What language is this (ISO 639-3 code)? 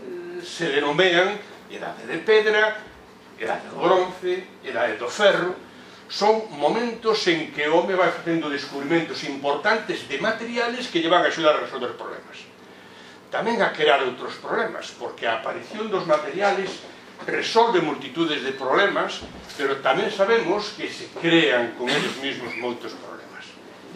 glg